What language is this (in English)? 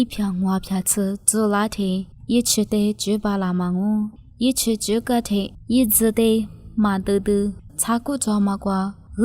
Lisu